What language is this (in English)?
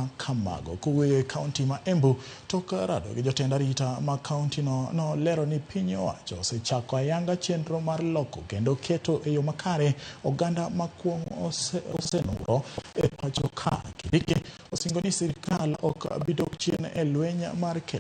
Luo (Kenya and Tanzania)